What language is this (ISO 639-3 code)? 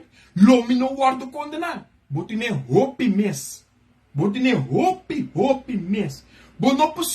pap